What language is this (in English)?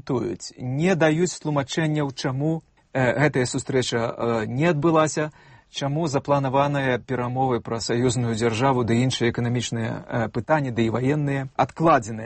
Belarusian